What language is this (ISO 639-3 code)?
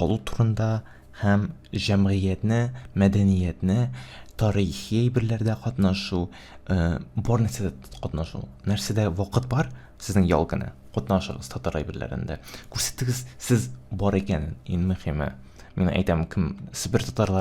tat